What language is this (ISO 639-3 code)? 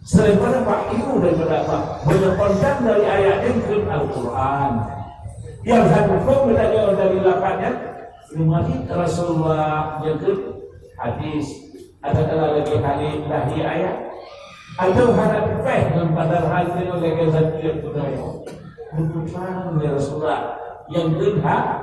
ace